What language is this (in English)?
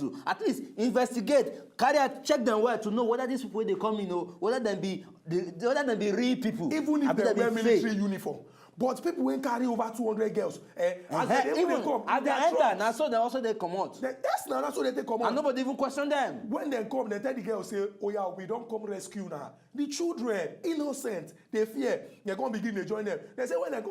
Nigerian Pidgin